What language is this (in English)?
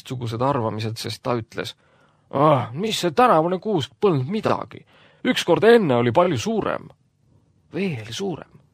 Estonian